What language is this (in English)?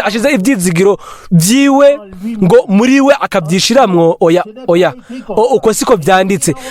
Rundi